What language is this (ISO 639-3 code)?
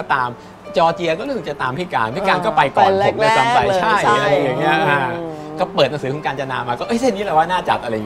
tha